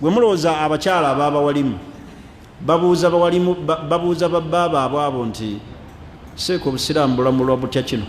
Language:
Ganda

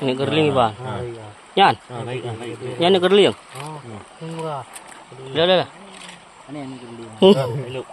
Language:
Achinese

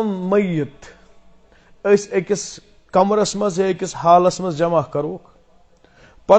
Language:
Kashmiri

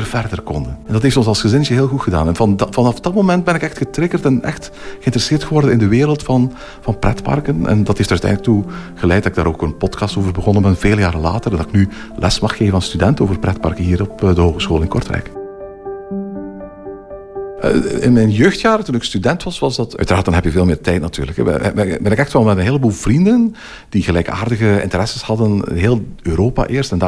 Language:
Dutch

